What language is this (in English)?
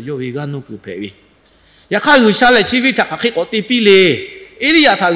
Lahu